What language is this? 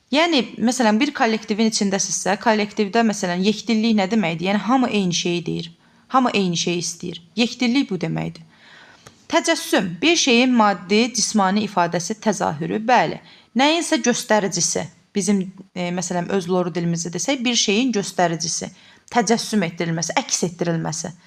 Azerbaijani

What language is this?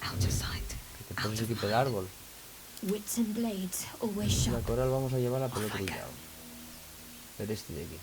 Asturian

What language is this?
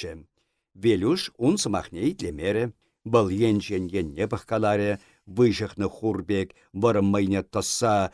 Chuvash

